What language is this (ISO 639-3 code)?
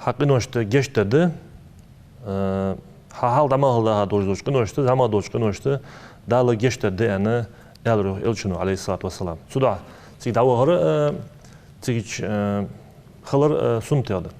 inh